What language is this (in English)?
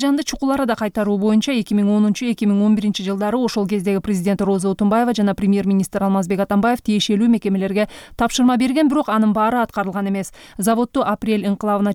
Kyrgyz